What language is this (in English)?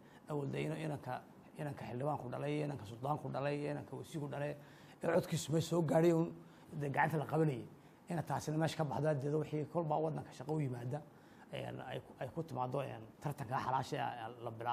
Somali